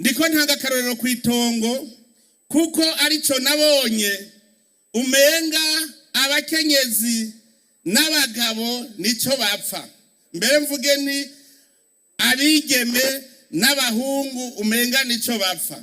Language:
Rundi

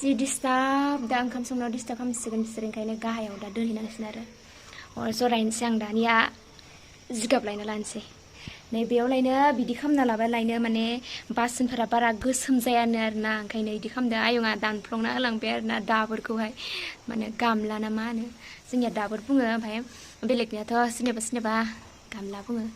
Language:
Bodo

